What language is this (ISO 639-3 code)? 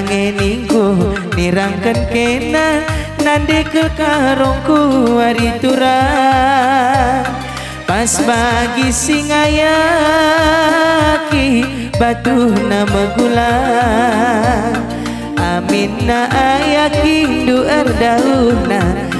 btx